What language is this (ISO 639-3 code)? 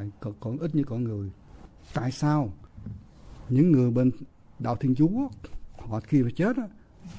vie